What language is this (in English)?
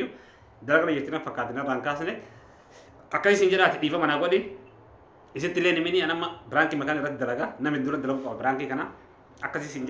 Oromo